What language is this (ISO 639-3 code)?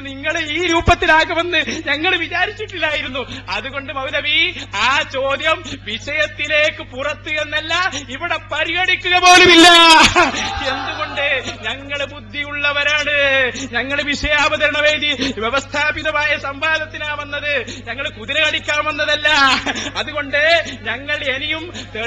mal